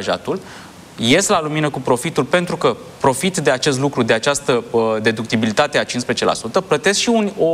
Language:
Romanian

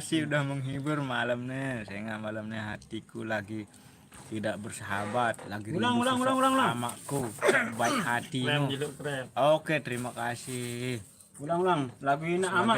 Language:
Sasak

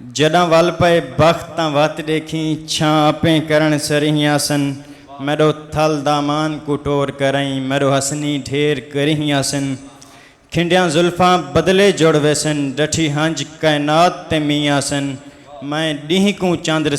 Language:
Saraiki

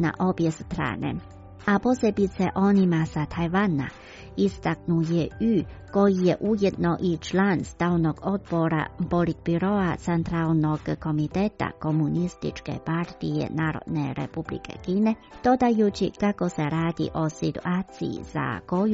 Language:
Croatian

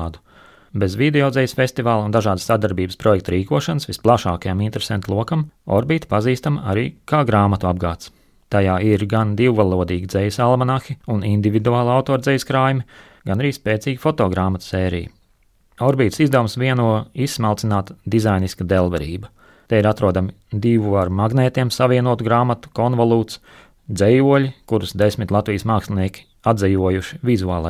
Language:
Latvian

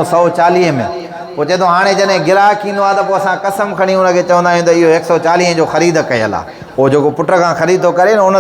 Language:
Sindhi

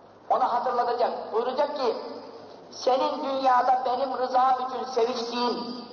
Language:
Turkish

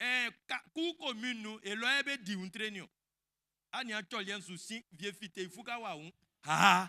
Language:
Baoulé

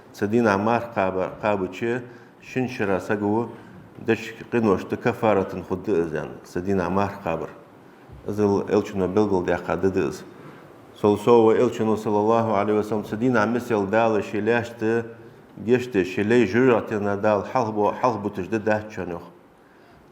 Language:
Ingush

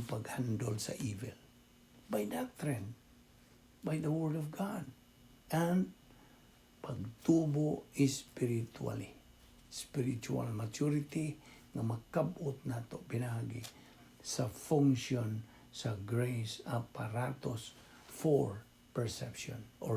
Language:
Cebuano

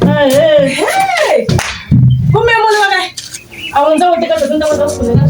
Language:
Tsonga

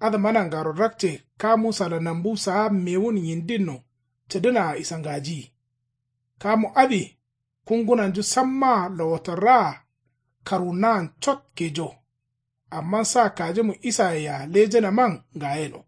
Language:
Kanuri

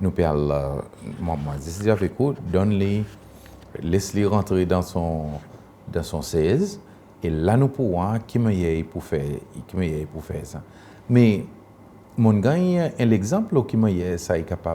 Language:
Seselwa Creole French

